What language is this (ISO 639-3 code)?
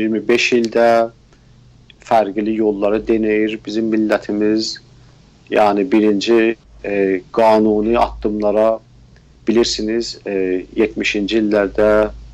azb